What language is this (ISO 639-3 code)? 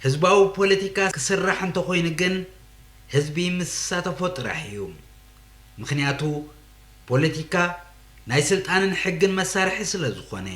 tir